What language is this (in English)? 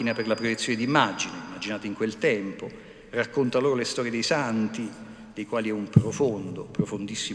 Italian